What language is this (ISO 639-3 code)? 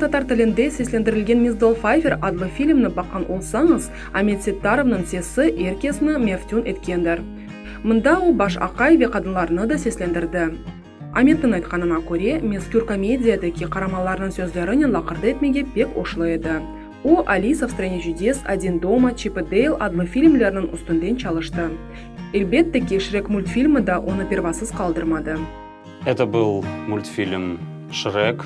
crh